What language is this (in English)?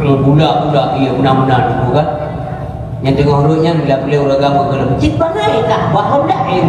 Achinese